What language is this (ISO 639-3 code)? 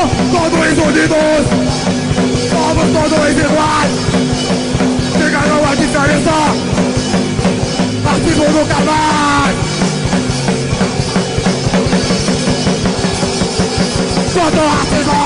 por